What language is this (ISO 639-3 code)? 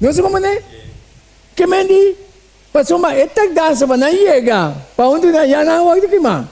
pap